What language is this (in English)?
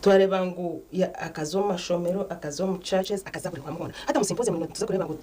Nyankole